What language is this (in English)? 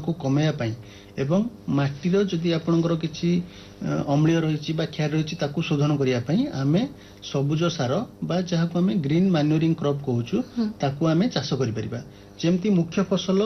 Odia